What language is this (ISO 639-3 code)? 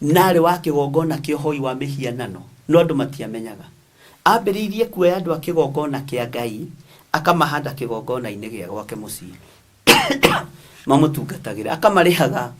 kik